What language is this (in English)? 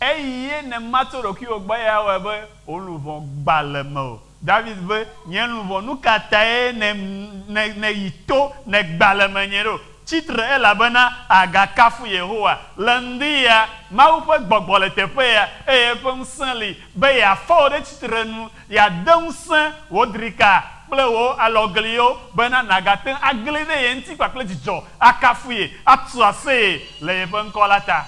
Ewe